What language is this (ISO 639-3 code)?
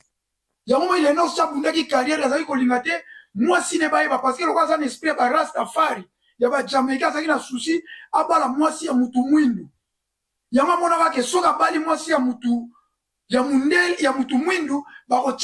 lin